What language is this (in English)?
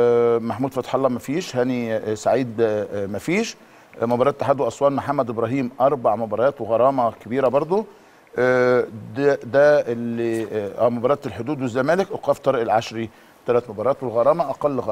Egyptian Arabic